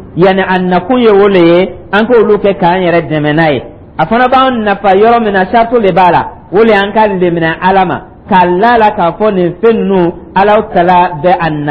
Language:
Dyula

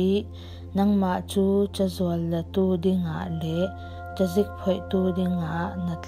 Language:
Falam Chin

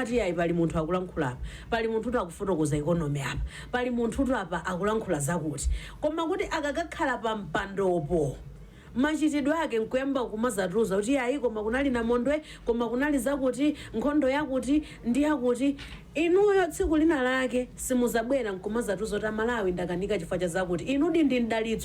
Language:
Nyanja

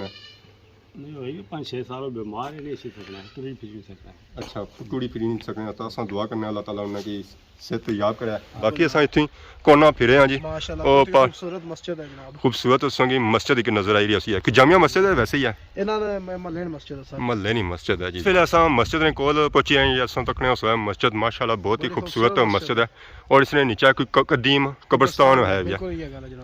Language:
Pahari-Potwari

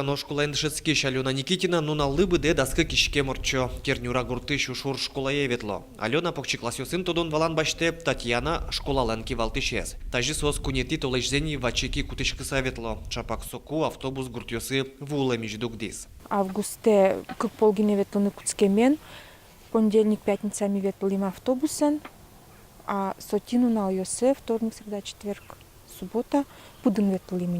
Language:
Udmurt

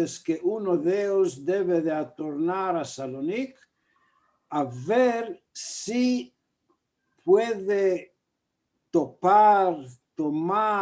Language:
Ladino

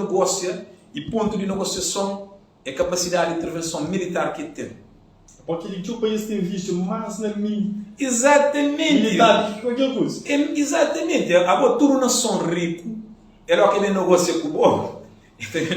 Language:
Kabuverdianu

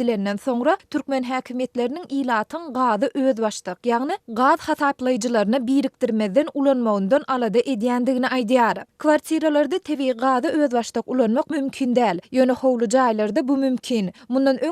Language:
Turkmen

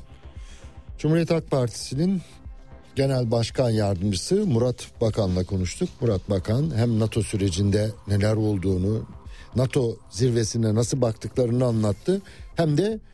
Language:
Turkish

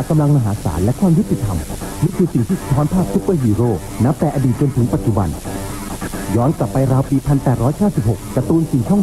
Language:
Thai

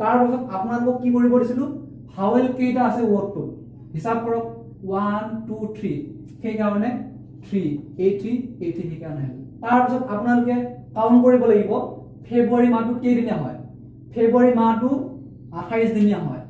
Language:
Assamese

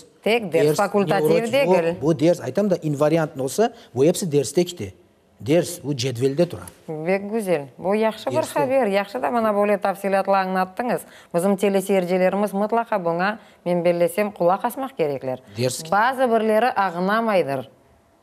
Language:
Crimean Tatar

